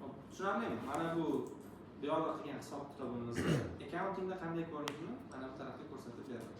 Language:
Uzbek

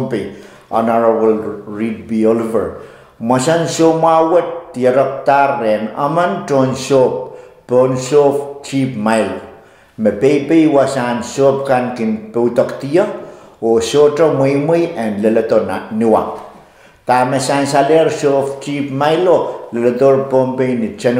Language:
Pohnpeian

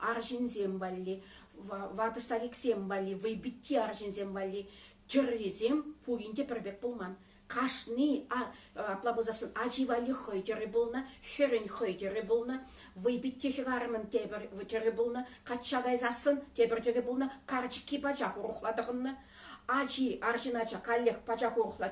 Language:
Chuvash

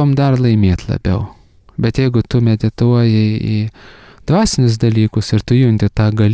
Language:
Lithuanian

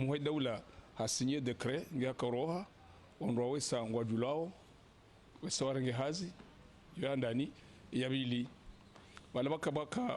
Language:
Ngazidja Comorian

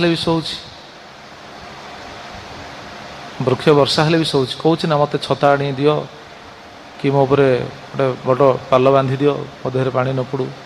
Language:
Odia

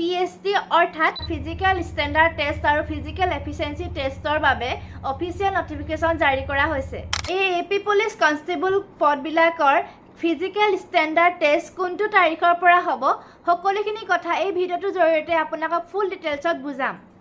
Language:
Assamese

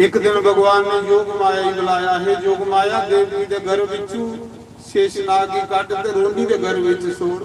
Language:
Dogri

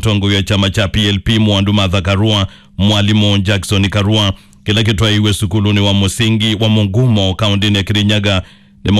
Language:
Kamba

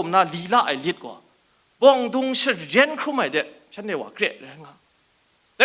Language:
Kachin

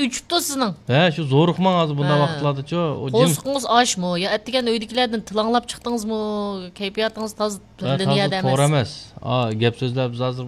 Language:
Uyghur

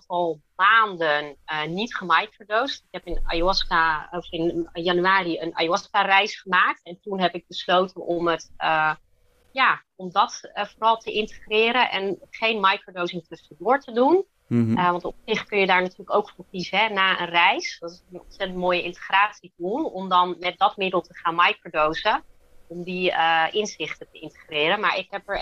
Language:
Dutch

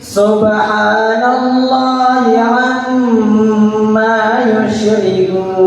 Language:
Maranao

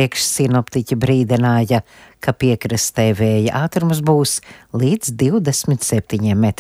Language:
Latvian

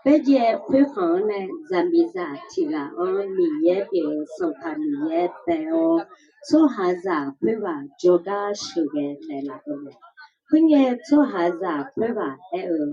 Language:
Akha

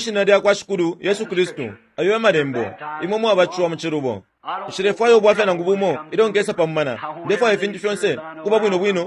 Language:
Bemba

